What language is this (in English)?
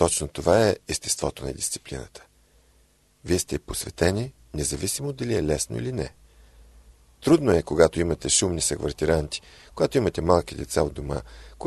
Bulgarian